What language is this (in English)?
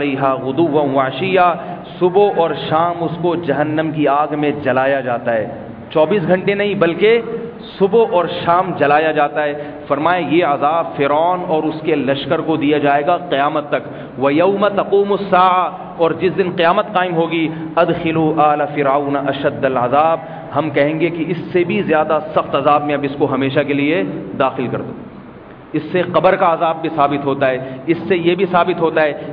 Urdu